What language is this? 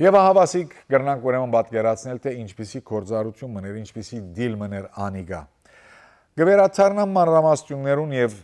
Western Armenian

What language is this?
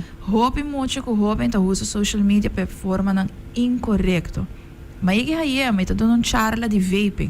Papiamento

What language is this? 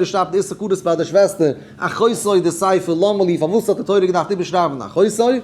Yiddish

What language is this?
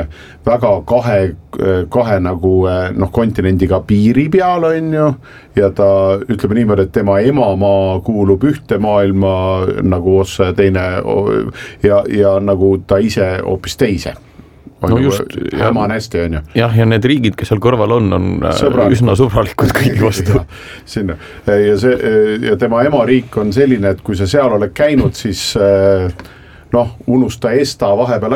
Estonian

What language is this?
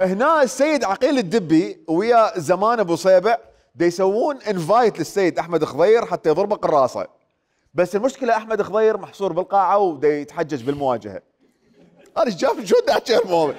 Mesopotamian Arabic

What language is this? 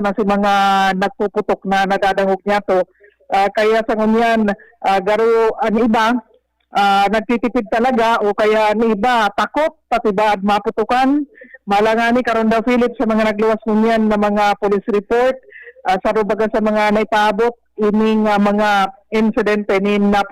Bikol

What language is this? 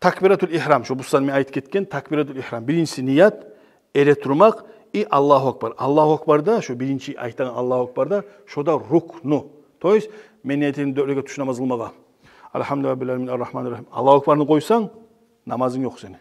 Kumyk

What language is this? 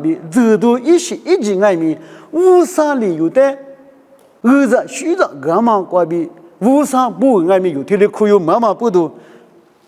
Lisu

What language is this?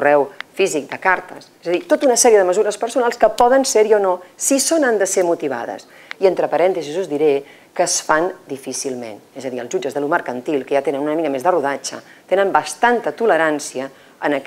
Catalan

